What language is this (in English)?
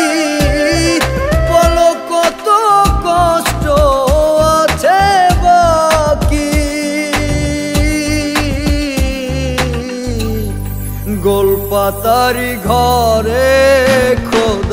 Bangla